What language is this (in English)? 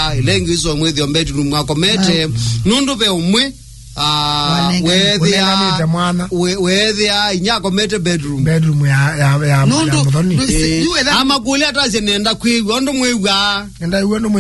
Kamba